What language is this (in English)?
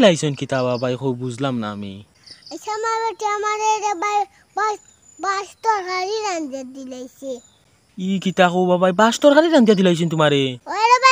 Sylheti